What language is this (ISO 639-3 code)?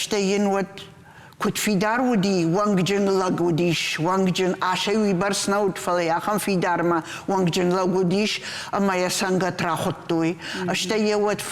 oss